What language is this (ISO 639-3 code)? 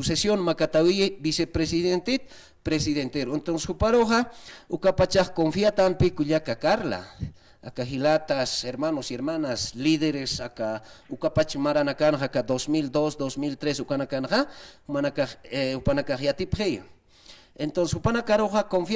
aym